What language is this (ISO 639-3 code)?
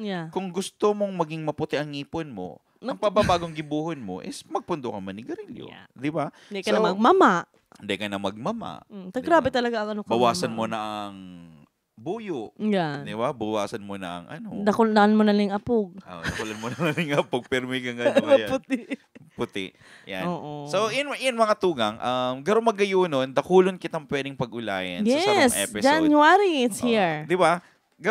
bik